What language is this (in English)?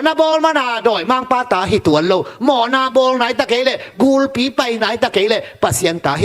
Tedim Chin